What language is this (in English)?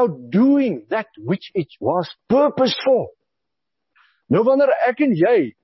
Afrikaans